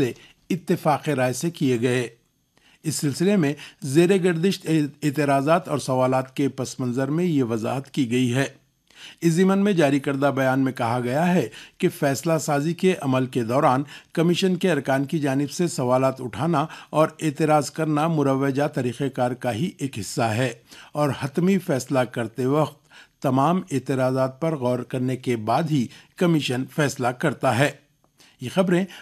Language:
Urdu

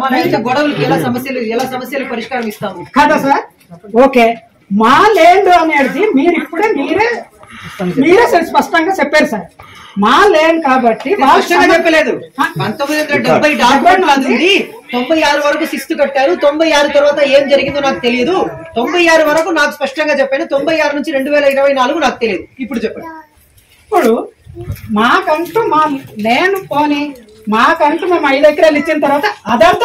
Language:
Telugu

